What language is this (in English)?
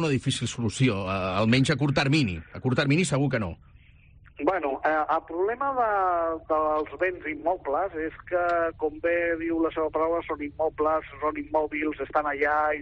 Catalan